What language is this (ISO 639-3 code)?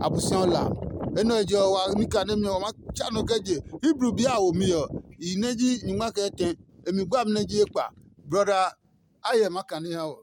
ada